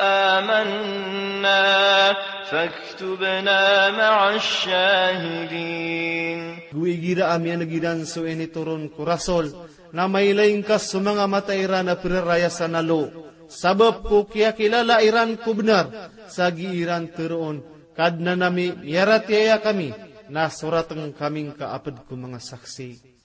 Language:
Maranao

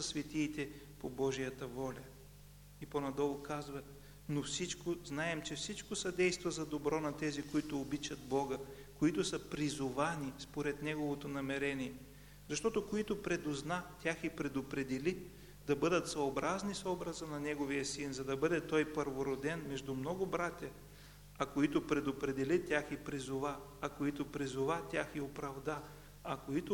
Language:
Bulgarian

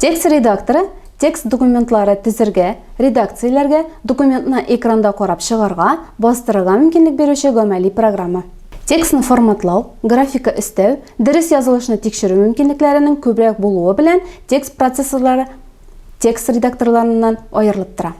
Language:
Tatar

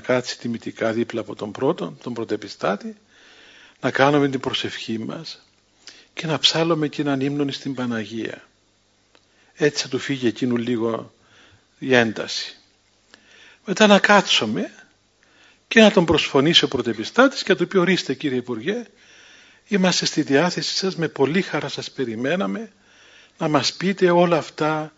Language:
Greek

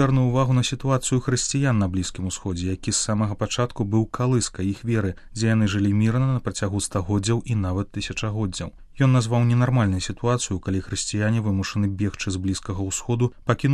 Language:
Belarusian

